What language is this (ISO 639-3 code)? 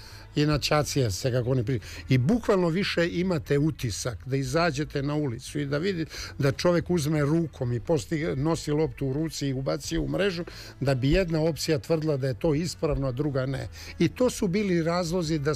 srp